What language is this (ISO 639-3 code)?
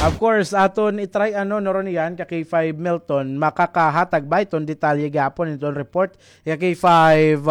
war